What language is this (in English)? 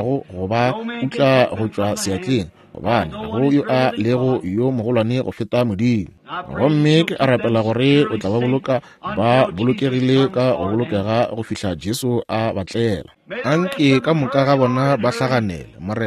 Northern Sotho